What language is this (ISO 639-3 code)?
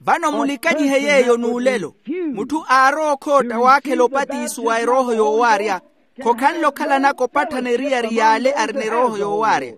vmw